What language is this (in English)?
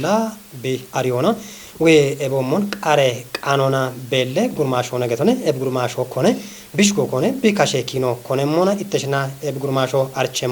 Kafa